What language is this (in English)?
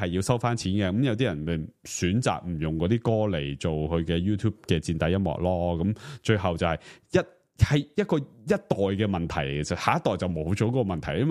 Cantonese